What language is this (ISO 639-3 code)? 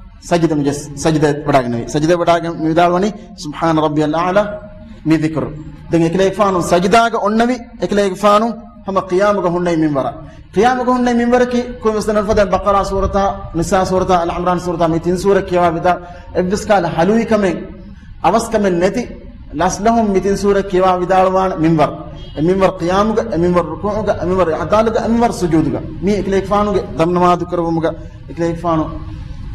div